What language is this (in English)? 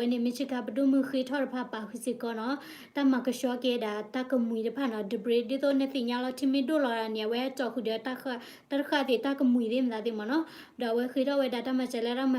S'gaw Karen